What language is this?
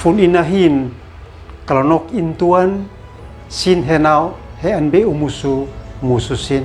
Uab Meto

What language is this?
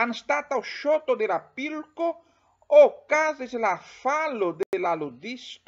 Esperanto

